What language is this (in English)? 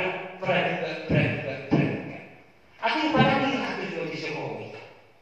Batak Toba